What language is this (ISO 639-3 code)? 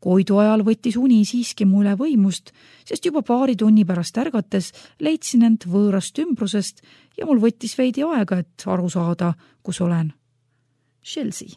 est